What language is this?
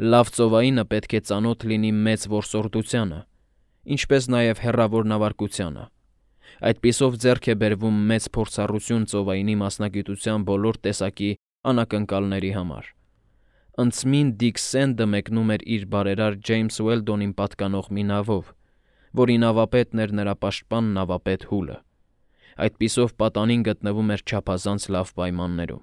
Armenian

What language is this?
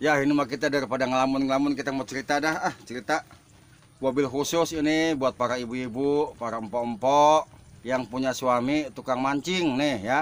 Betawi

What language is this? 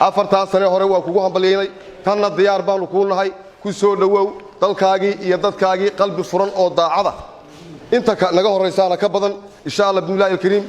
Somali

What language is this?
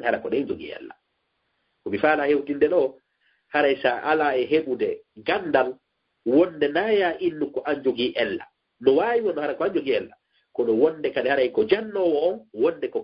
Fula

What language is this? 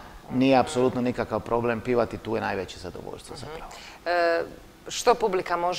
Croatian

